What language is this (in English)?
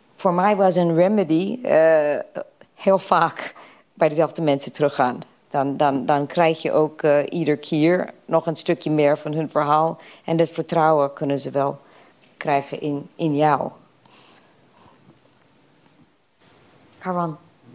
Dutch